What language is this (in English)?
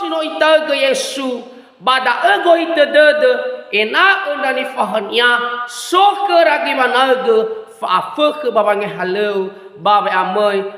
Nias